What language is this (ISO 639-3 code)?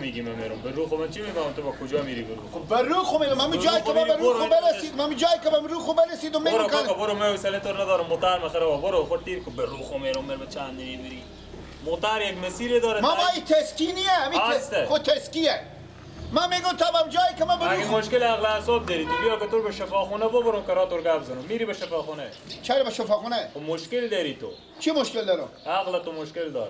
fas